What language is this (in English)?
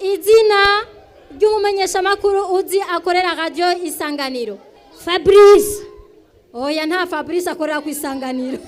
Rundi